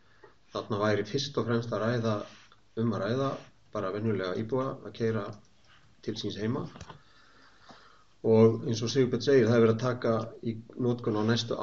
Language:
Icelandic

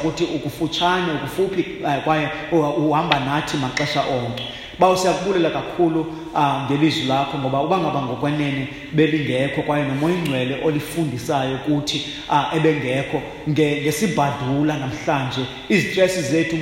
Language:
Xhosa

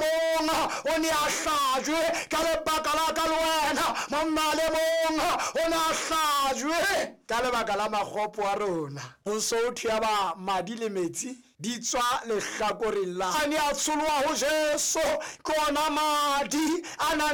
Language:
Southern Sotho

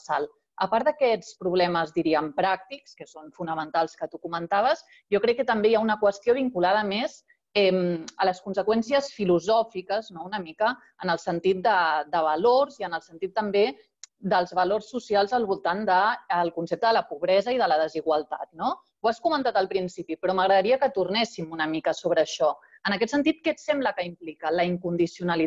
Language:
Catalan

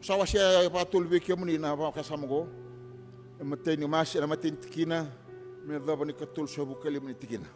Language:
Fijian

